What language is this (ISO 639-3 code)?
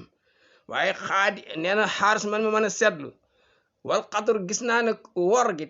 wol